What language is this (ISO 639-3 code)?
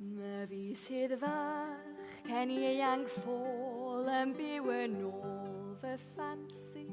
cym